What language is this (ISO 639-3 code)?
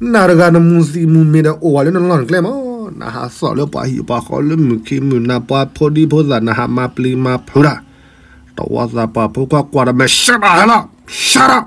ksw